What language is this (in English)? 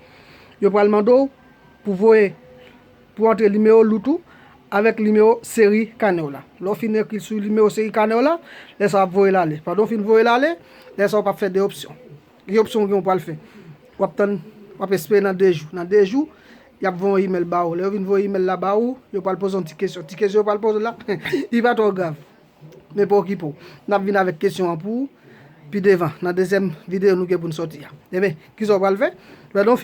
Haitian Creole